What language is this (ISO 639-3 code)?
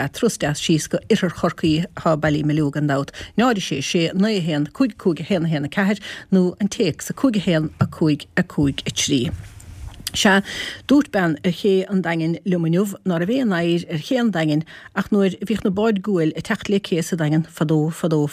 gle